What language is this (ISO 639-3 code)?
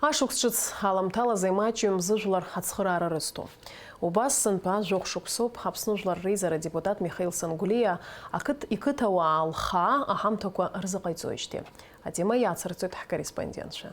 abk